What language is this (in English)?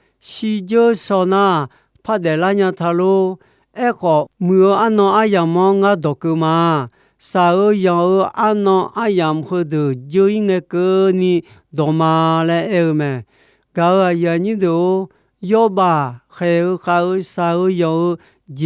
Akha